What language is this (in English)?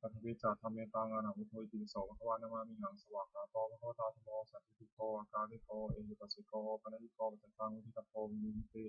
Pali